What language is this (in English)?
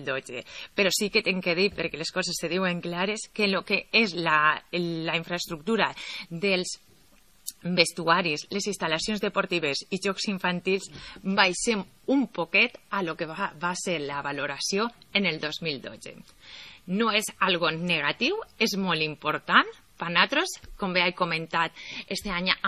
Catalan